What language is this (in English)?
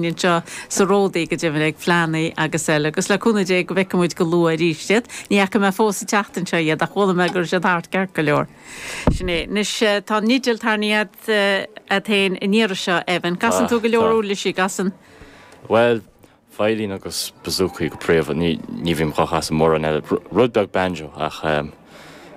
Irish